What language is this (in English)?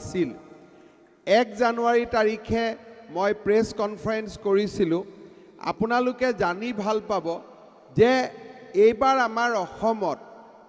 Assamese